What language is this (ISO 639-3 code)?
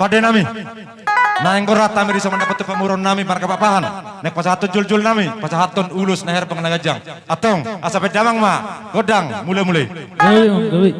bbc